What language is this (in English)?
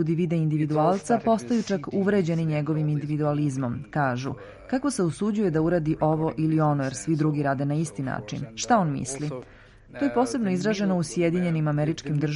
Serbian